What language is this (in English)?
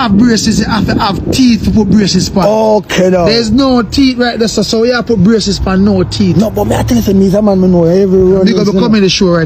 Jamaican Creole English